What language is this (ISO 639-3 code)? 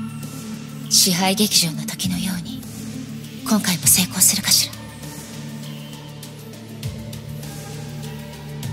jpn